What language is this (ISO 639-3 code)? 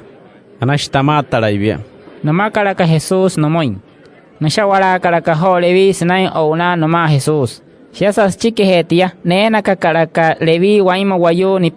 guc